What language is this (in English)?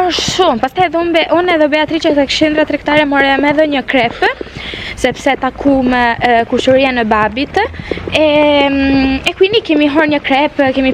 Albanian